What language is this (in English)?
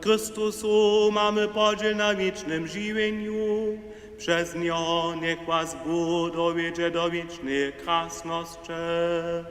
Upper Sorbian